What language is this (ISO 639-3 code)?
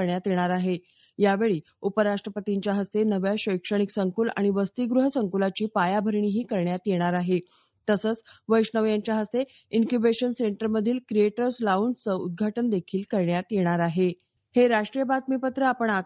mar